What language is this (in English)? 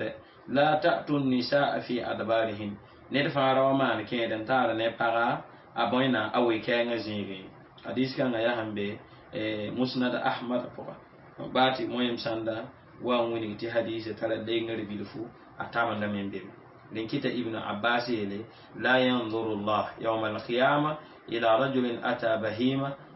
Mossi